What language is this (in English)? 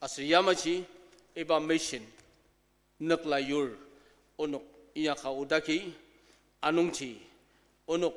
Ao Naga